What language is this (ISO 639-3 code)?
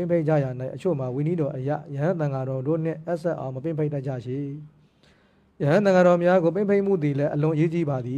mya